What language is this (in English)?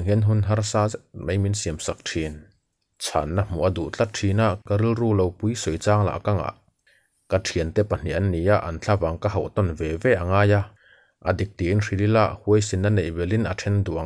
Mizo